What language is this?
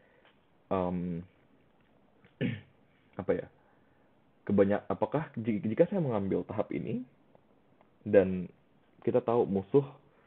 Indonesian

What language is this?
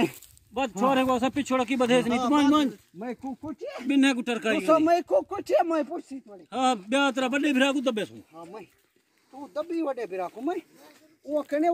Saraiki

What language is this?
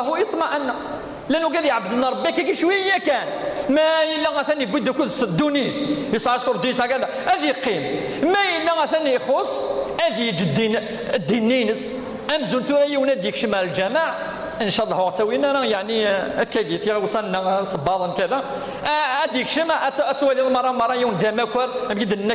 Kabyle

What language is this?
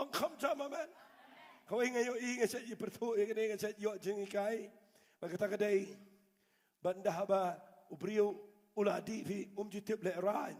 Khasi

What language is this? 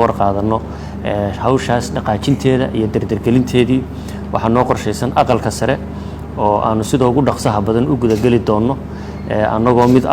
Somali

